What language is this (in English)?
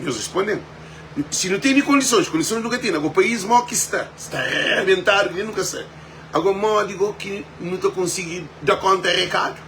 Kabuverdianu